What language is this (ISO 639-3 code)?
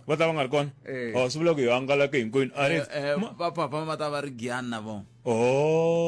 tso